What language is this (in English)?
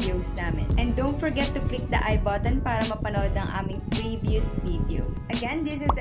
Filipino